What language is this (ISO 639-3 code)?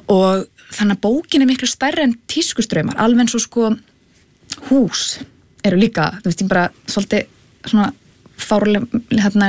isl